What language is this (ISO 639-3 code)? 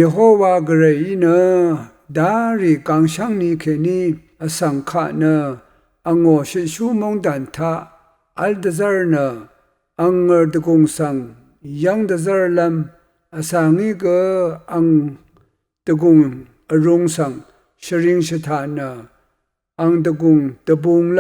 raw